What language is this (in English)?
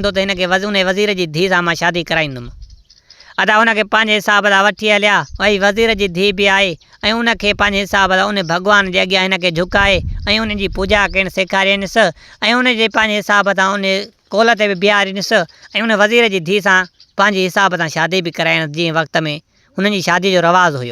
Sindhi